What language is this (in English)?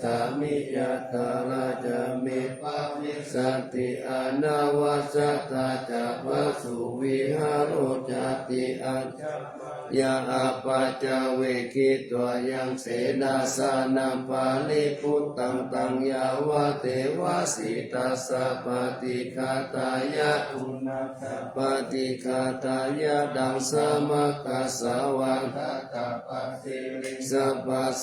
Pali